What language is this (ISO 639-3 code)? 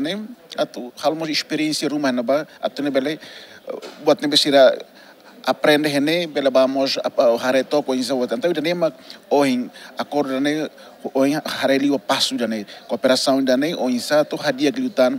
tet